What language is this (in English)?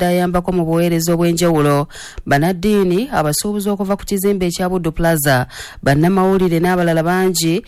Ganda